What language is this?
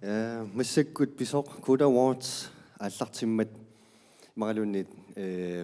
Kalaallisut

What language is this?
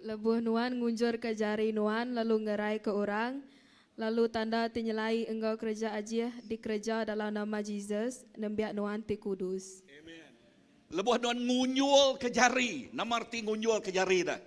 Iban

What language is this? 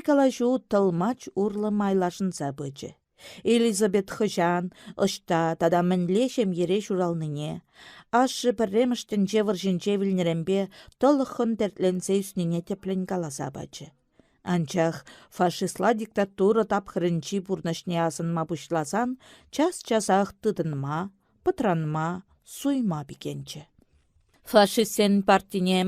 Chuvash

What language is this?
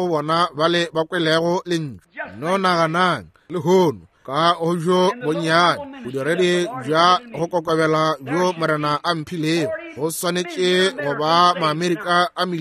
Northern Sotho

